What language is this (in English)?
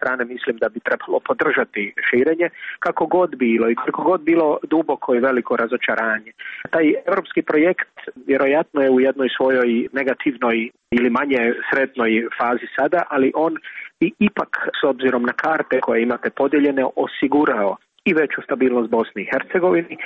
Croatian